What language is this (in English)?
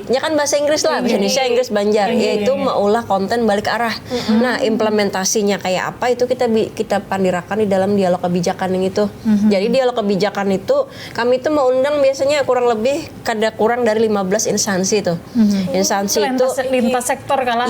Banjar